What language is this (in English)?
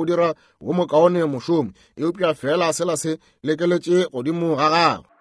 Northern Sotho